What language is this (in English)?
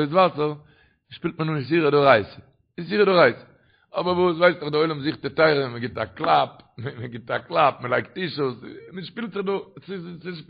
Yiddish